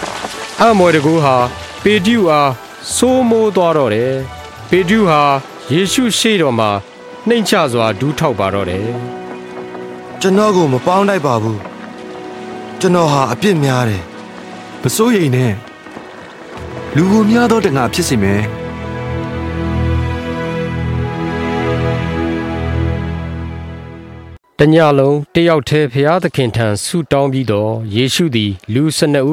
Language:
Burmese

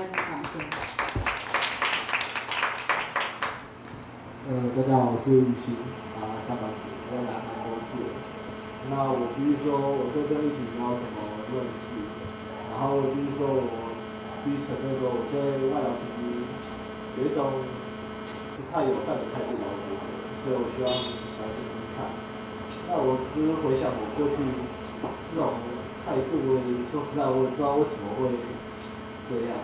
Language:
Chinese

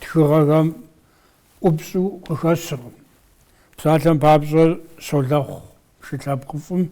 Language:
Kabardian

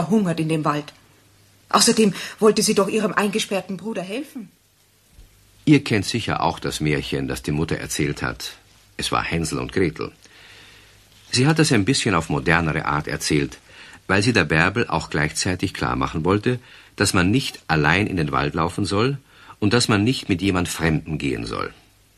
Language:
German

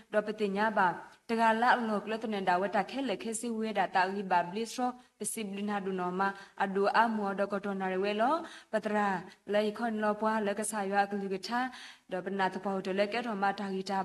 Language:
S'gaw Karen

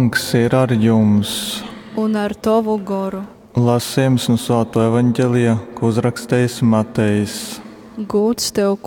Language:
Latgalian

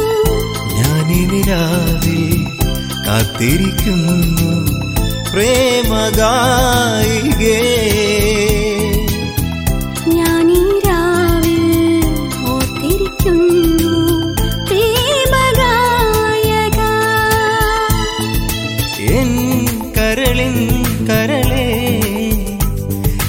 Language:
Malayalam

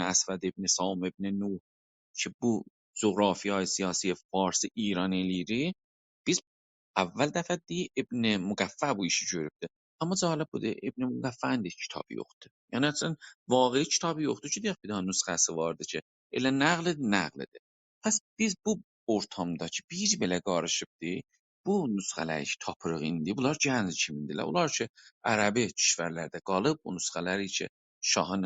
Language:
South Azerbaijani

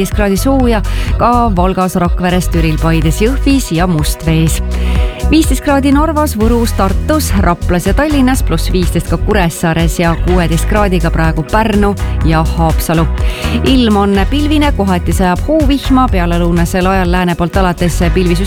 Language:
Estonian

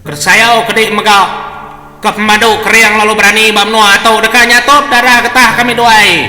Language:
Iban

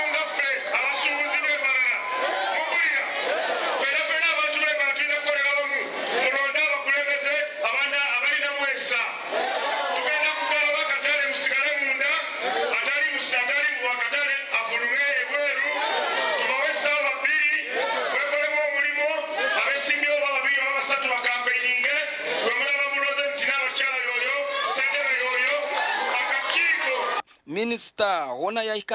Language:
Nyankole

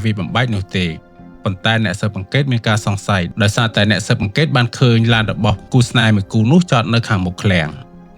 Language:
Khmer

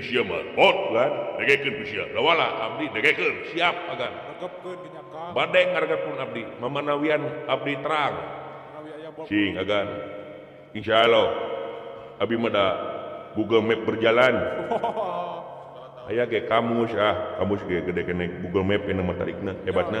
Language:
Sundanese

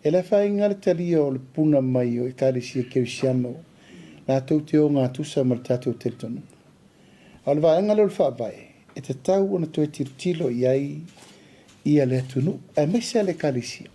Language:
Samoan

